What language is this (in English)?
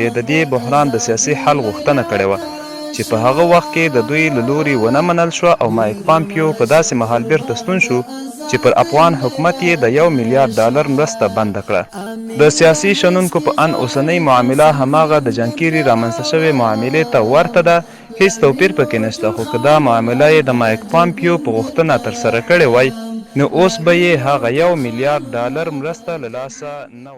Pashto